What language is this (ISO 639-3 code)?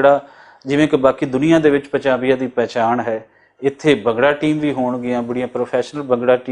lah